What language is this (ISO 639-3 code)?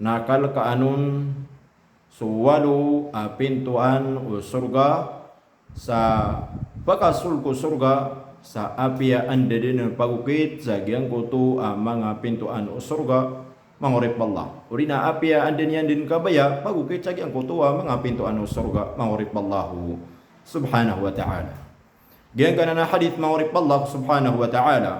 mrw